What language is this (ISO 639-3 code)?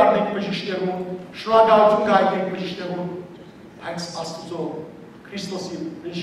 hyw